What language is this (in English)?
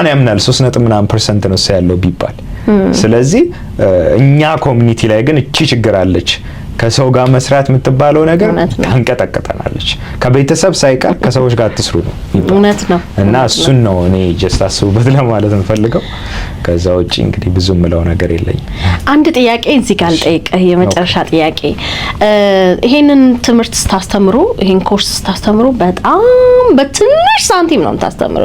Amharic